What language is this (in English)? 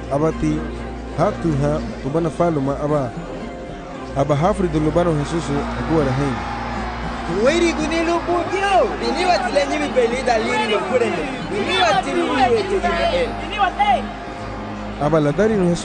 Garifuna